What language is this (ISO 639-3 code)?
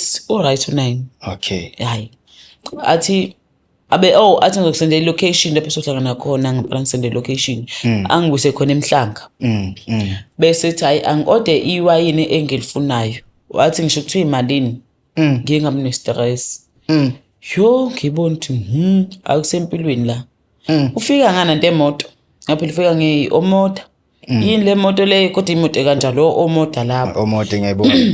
zul